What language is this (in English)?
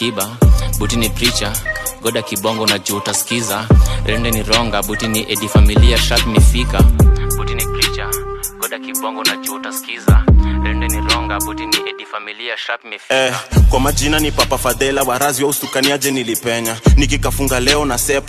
Swahili